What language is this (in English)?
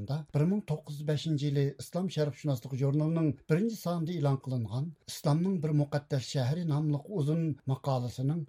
Uyghur